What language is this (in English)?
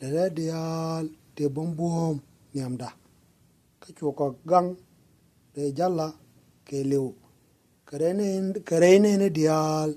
Nuer